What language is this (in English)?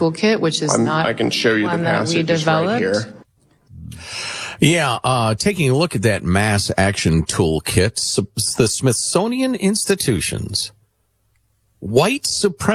English